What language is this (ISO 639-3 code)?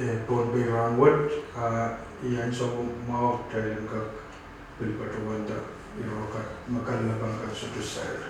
pon